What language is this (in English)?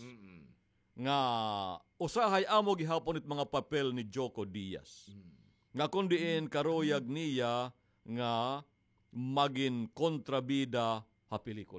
Waray